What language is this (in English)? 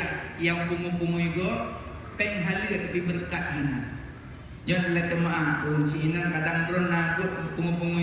Achinese